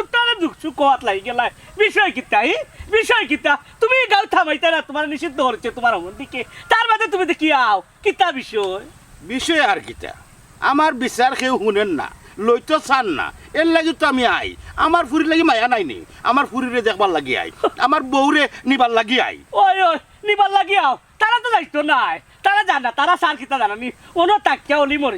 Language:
Sylheti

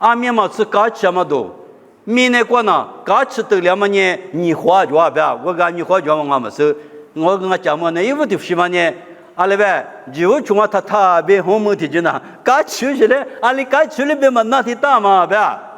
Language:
Lisu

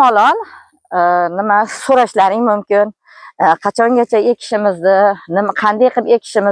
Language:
Uzbek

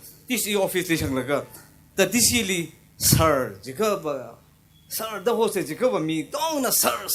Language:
Tangkhul Naga (India)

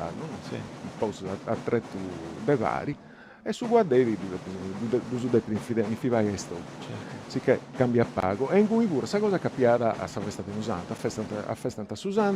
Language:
Sardinian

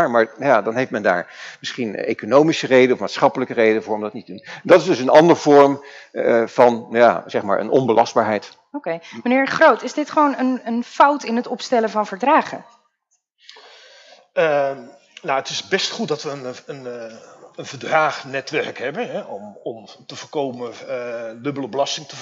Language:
Dutch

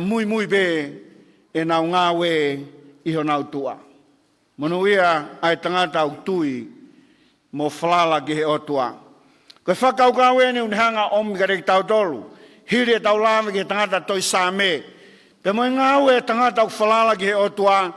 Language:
Tongan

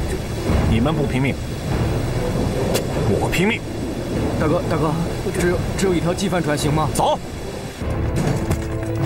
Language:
Chinese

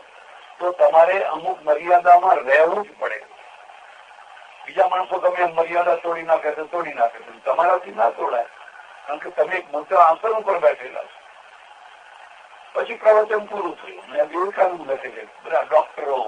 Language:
Gujarati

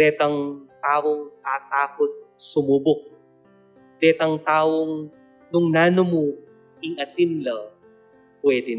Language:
Pampanga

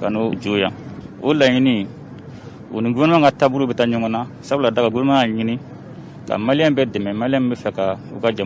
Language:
Bambara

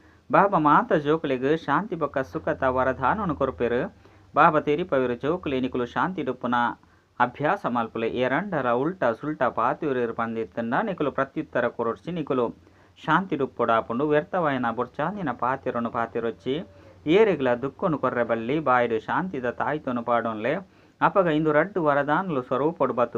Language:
Tulu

